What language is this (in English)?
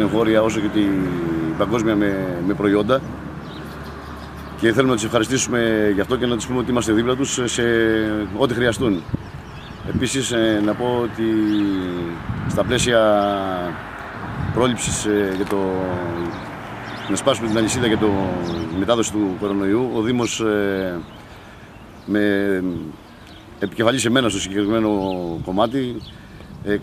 Greek